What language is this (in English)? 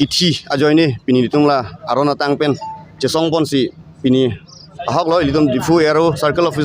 Karbi